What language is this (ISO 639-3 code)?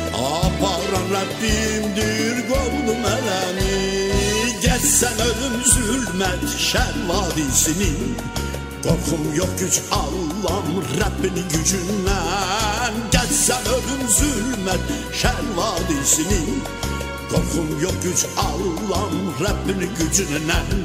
azb